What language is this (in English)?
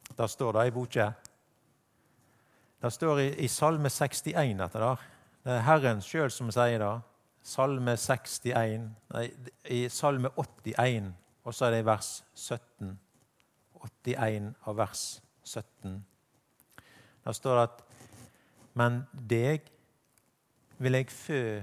Norwegian